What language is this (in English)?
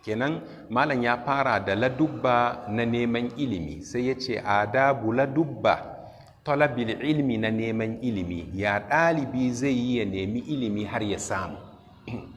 Hausa